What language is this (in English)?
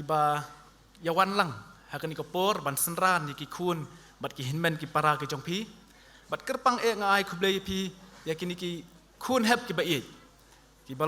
Khasi